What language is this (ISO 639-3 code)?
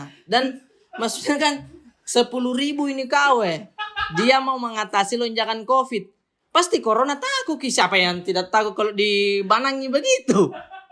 mfp